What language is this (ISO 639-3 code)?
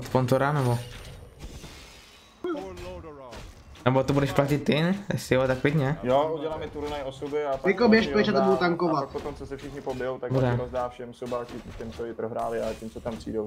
ces